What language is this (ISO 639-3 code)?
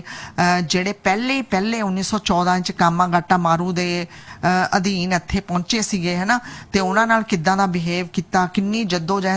pan